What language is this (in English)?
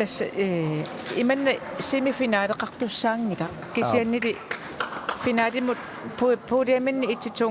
Kalaallisut